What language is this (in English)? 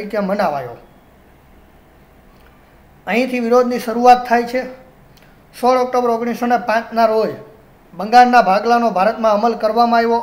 Gujarati